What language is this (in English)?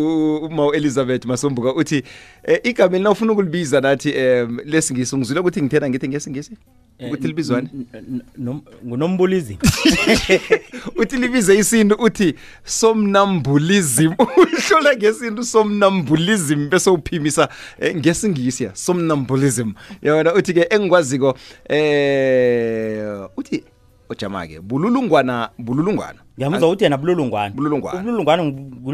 South Ndebele